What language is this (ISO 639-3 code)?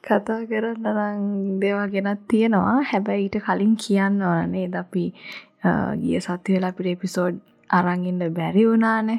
sin